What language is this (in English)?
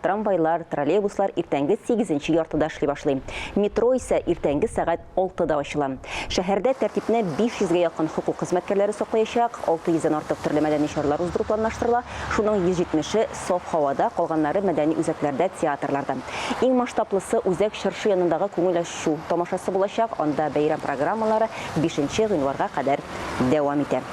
Tatar